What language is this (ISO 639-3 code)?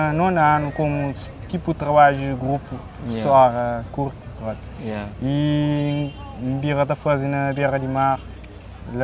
kea